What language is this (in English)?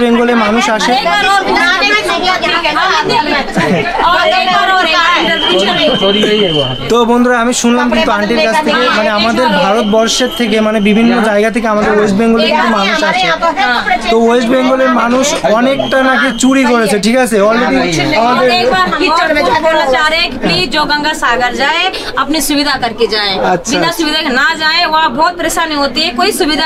Bangla